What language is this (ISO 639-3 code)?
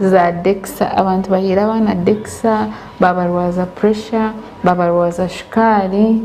nyn